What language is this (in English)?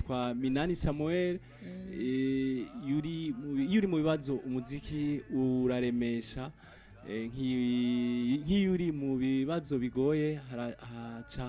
Rundi